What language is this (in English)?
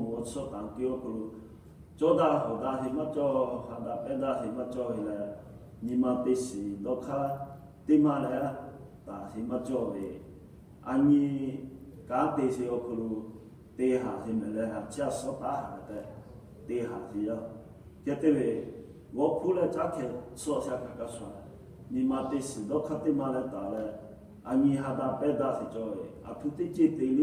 Lahu